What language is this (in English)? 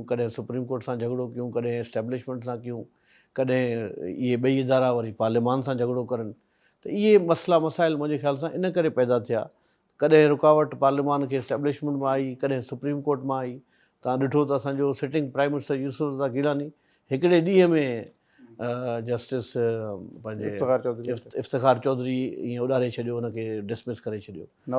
Sindhi